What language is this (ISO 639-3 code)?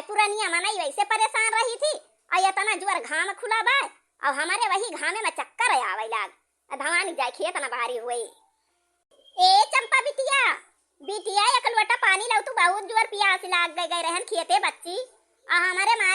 awa